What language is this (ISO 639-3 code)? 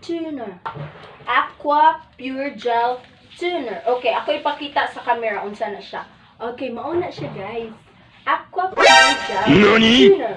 ceb